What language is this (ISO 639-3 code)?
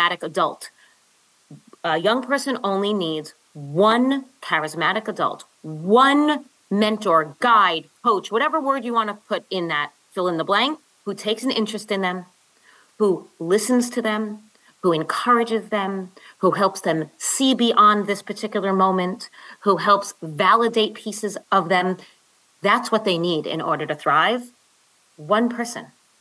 eng